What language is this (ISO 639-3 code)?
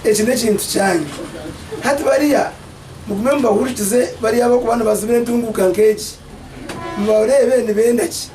nyn